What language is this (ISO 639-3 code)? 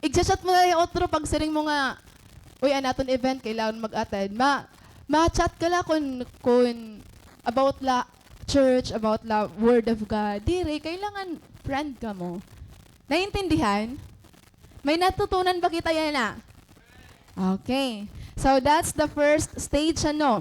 war